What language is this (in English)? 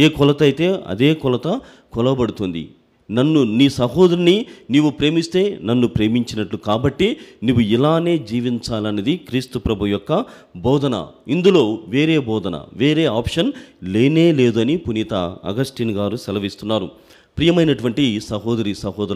Telugu